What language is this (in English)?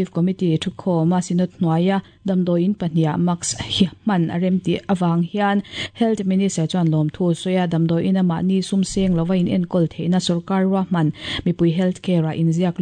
Mizo